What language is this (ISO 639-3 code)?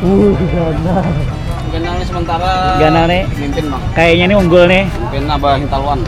bjn